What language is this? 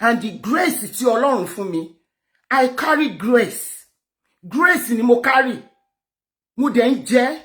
Yoruba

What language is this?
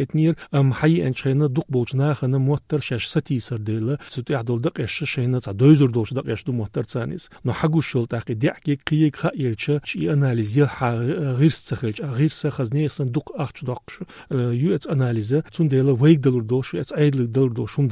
Chechen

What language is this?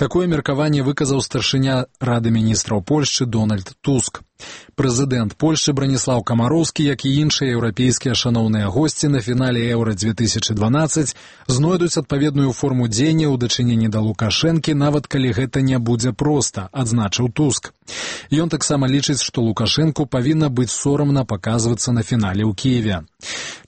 Belarusian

